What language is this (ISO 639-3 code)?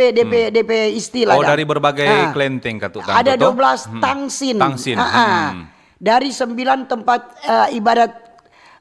xmm